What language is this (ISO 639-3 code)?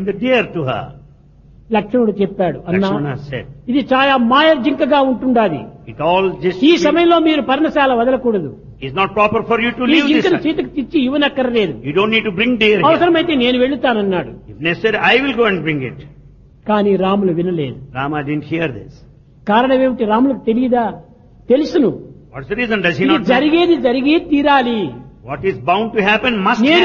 tel